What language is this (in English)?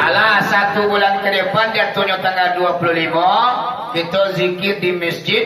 Minangkabau